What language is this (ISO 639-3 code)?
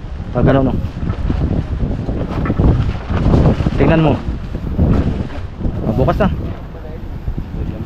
fil